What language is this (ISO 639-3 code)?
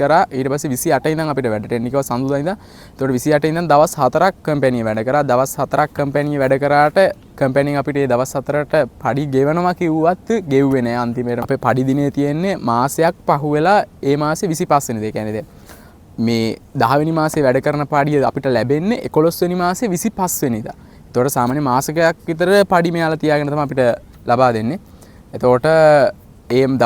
sin